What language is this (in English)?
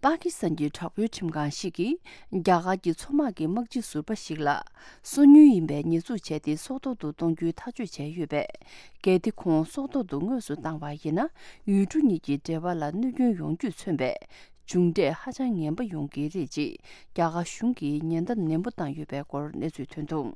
Tibetan